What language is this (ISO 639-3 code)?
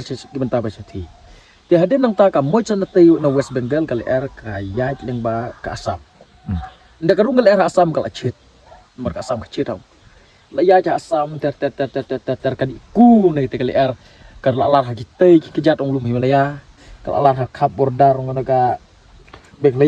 kha